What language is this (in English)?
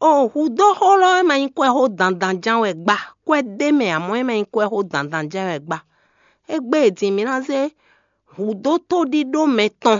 Fon